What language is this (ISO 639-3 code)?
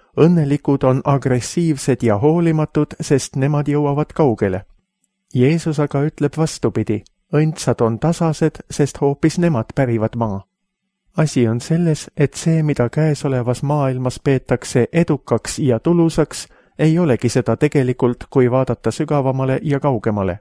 est